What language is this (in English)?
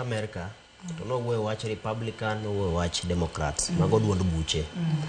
Luo (Kenya and Tanzania)